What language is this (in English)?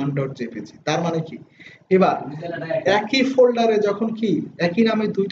Bangla